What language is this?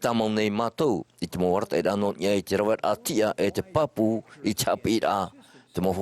Tahitian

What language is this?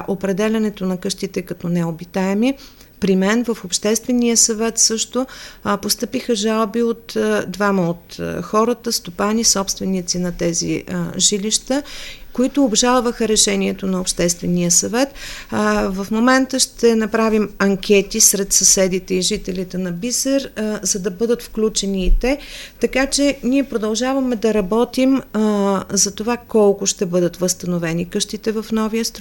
Bulgarian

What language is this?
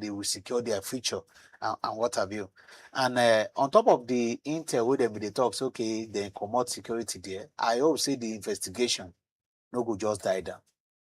Nigerian Pidgin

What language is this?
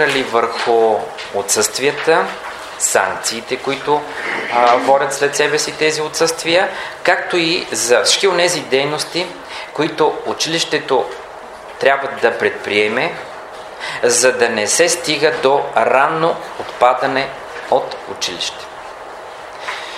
Bulgarian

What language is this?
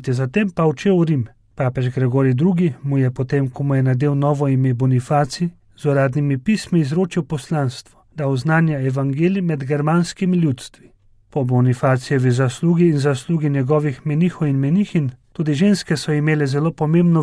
Slovenian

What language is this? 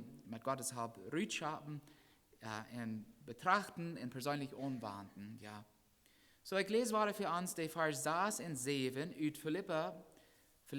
Plautdietsch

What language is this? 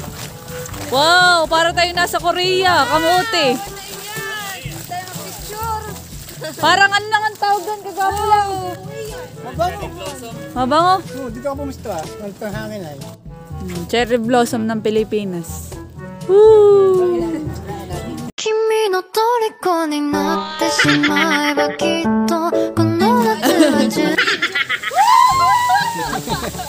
Filipino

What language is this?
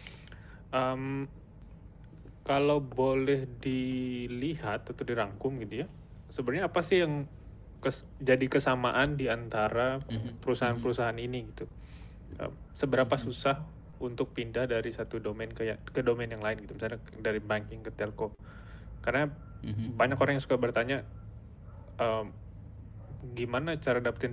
Indonesian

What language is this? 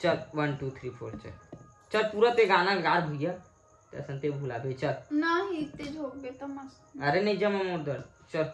Chhattisgarhi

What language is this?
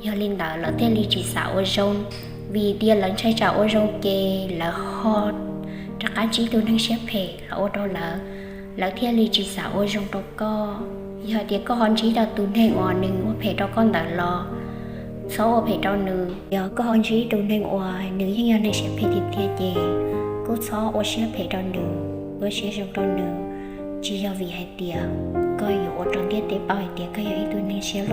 Hmong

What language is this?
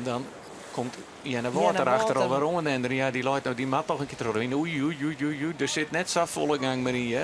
Western Frisian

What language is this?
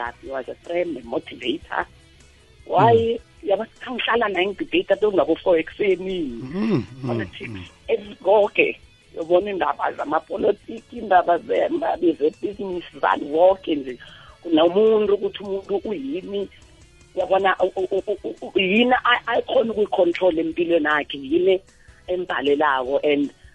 South Ndebele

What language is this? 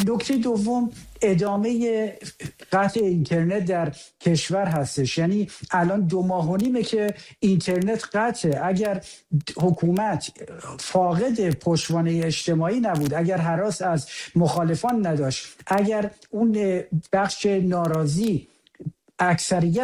Persian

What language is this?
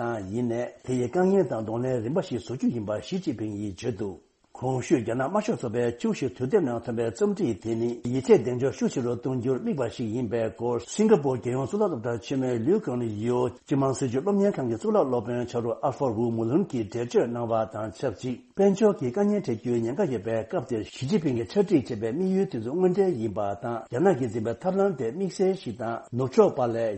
Tibetan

